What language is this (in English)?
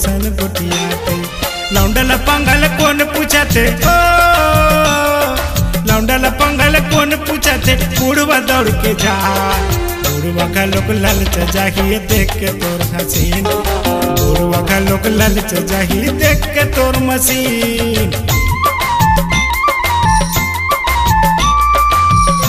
Chhattisgarhi